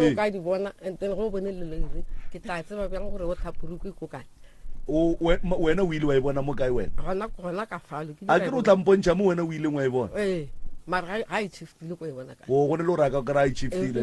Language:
Northern Sotho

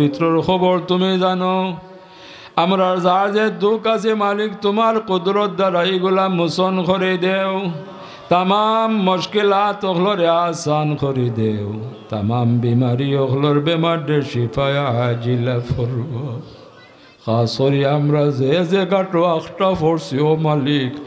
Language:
Sylheti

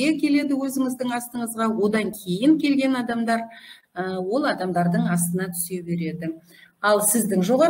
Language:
Kazakh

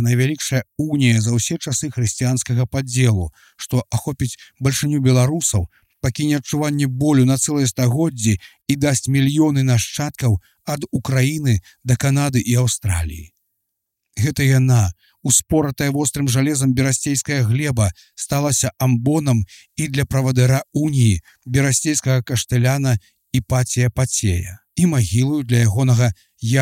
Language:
Belarusian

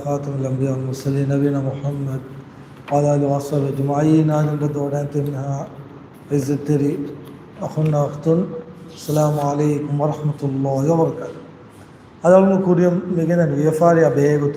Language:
Divehi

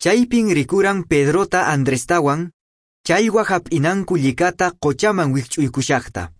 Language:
Quechua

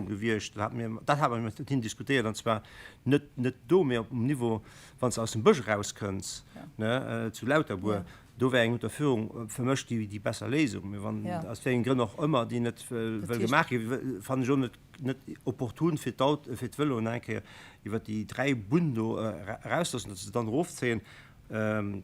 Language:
Luxembourgish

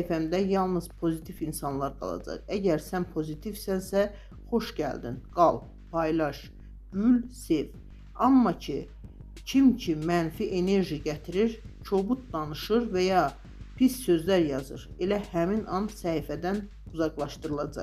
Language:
Azerbaijani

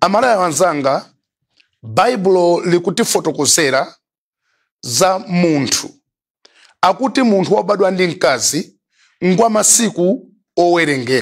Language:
Nyanja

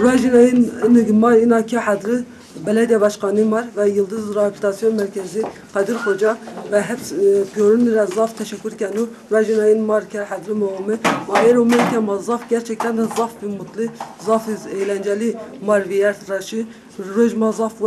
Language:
Zaza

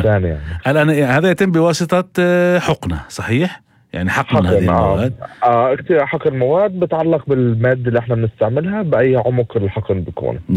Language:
North Levantine Arabic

